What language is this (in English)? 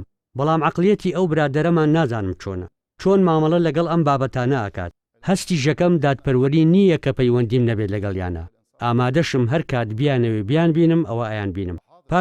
Central Kurdish